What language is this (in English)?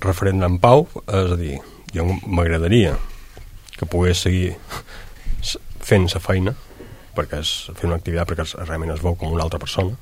Catalan